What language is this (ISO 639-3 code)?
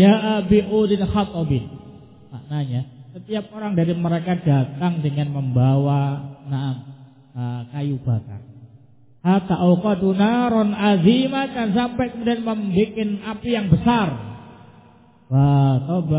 ind